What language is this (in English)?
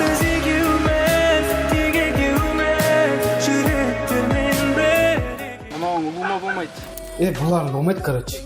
Kara-Kalpak